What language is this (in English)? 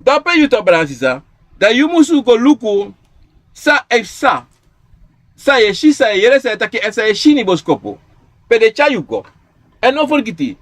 Sranan Tongo